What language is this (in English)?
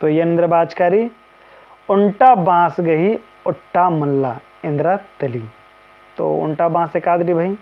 Kurukh